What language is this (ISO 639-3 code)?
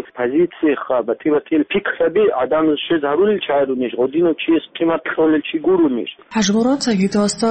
ava